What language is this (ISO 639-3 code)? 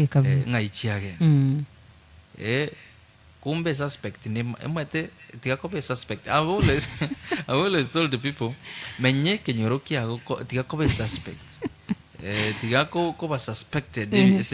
guz